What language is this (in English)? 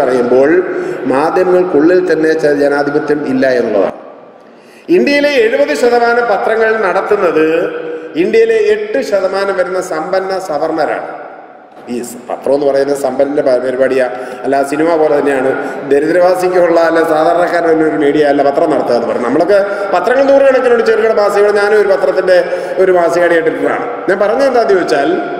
Malayalam